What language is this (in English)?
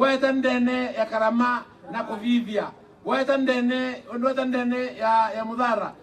Meru